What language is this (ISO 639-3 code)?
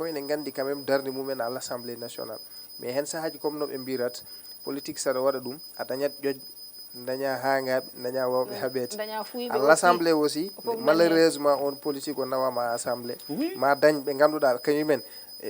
ful